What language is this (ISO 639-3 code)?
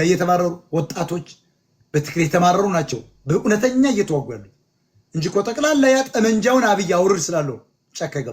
amh